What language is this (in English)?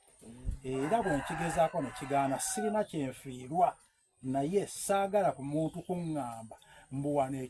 Soga